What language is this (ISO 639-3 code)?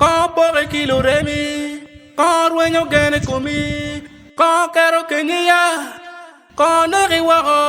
ach